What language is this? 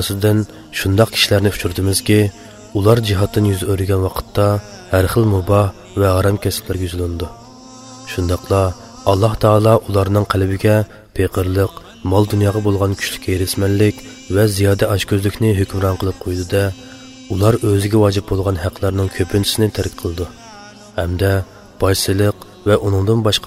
Uyghur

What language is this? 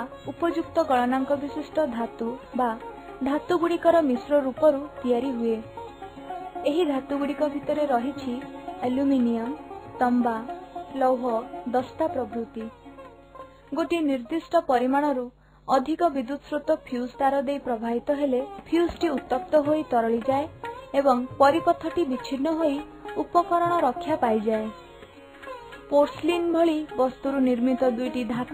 Odia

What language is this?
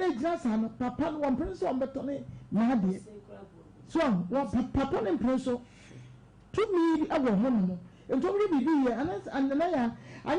Akan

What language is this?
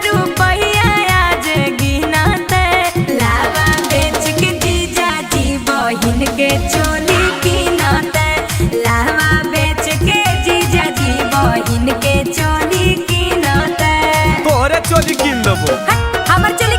Magahi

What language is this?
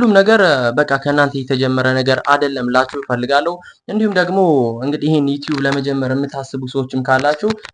Amharic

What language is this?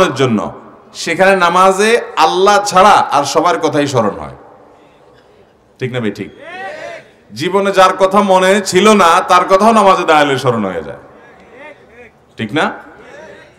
Bangla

